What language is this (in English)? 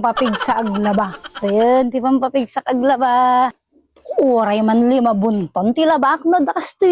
Iloko